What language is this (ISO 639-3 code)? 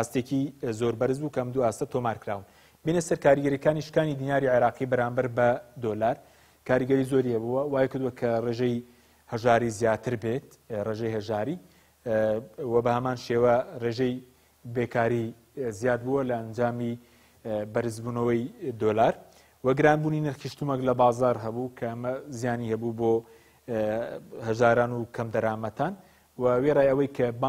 ckb